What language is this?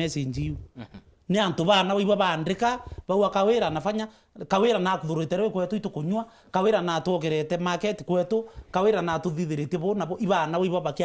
Meru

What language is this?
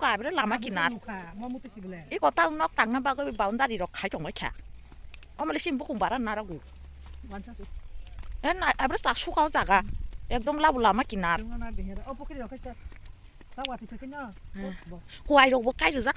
Kok Borok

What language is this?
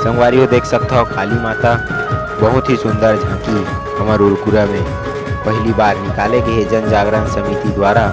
Chhattisgarhi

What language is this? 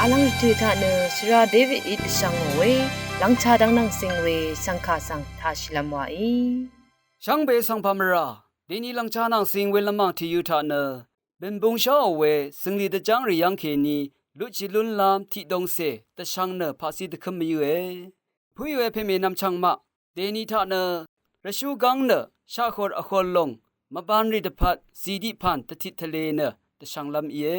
Rawang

